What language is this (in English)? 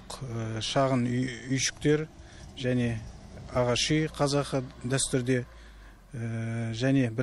Kazakh